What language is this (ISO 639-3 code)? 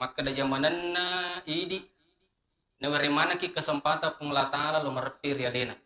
bug